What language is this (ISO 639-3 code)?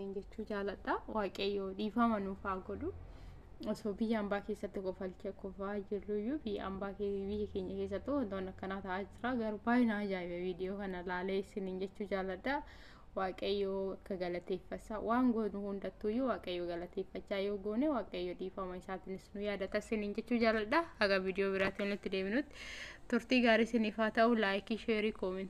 orm